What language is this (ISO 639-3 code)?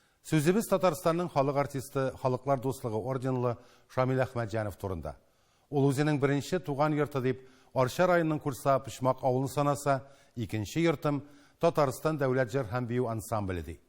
tat